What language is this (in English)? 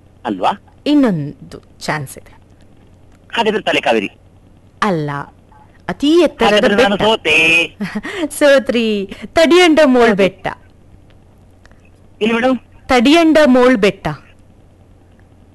Kannada